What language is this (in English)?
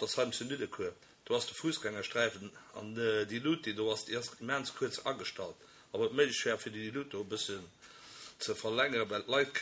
Luxembourgish